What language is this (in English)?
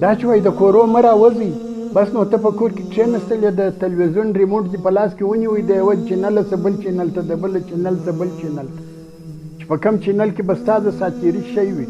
Pashto